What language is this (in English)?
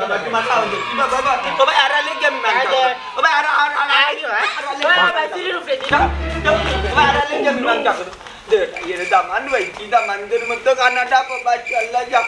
Sylheti